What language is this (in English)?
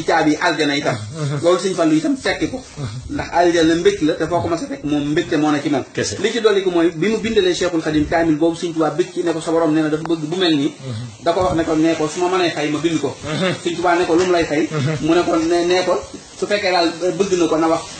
Wolof